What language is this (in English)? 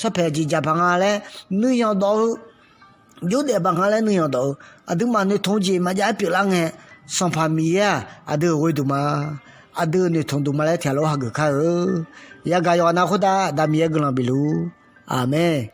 Akha